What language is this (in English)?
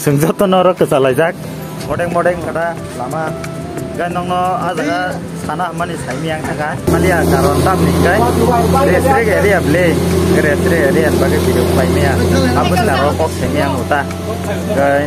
Kok Borok